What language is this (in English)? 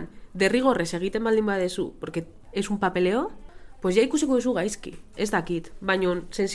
Basque